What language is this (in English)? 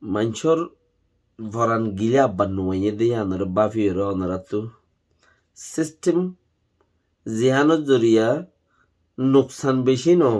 Rohingya